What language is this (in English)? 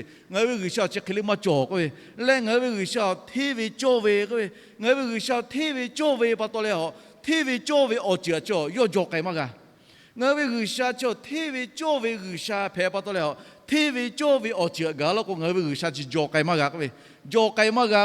Lahu